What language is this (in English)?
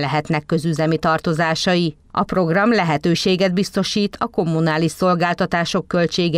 Hungarian